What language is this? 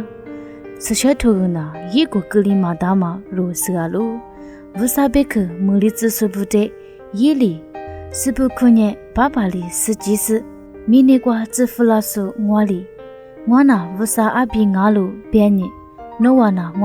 Lisu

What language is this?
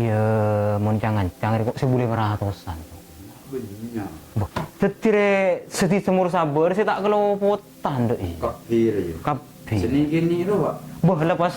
Madurese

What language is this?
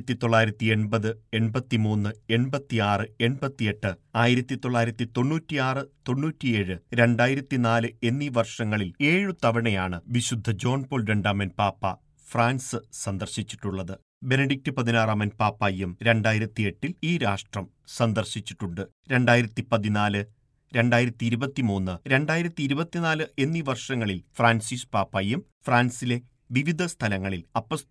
Malayalam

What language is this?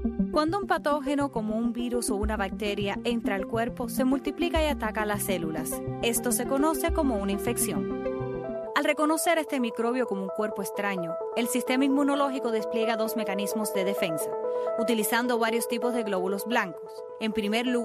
Spanish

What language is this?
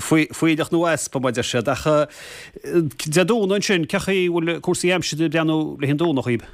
Irish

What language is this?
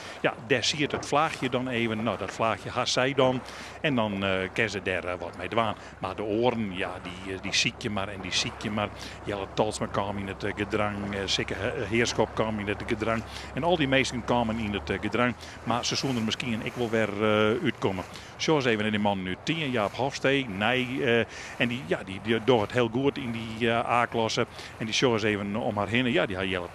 Western Frisian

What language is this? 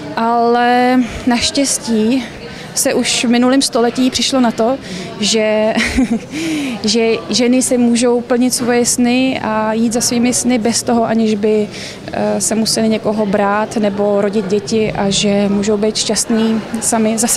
Czech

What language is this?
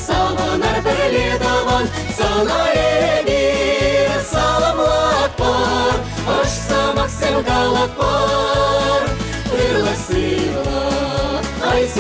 Chuvash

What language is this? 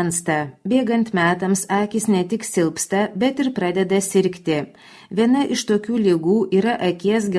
Lithuanian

